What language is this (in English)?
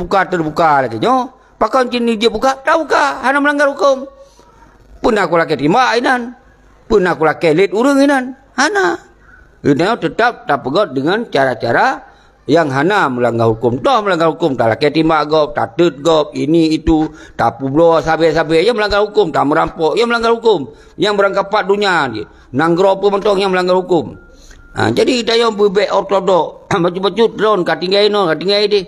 Achinese